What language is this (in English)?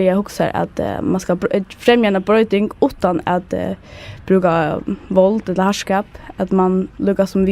Faroese